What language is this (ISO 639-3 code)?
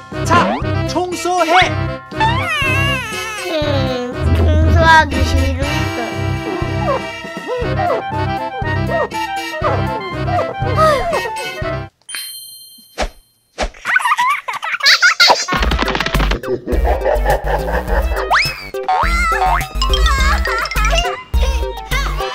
kor